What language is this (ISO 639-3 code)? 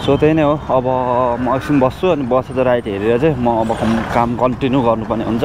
nep